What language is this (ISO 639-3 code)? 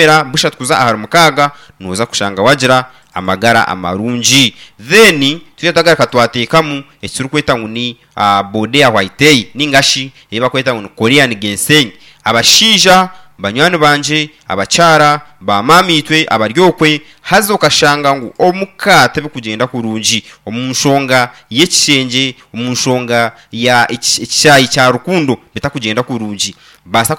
nyn